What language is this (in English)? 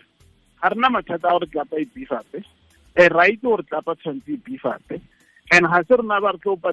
Tswana